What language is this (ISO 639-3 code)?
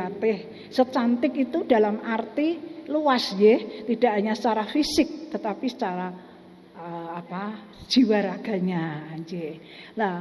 jav